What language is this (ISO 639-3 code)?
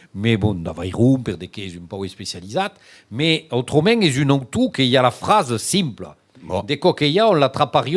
oci